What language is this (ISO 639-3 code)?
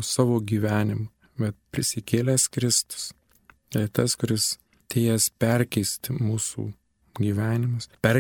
lit